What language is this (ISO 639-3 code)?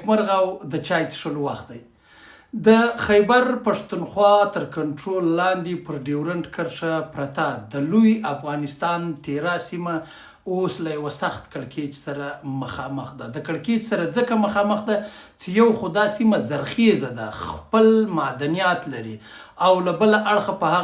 pus